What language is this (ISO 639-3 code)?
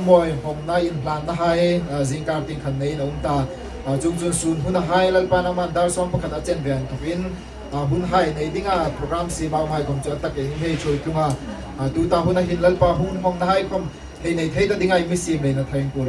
hmr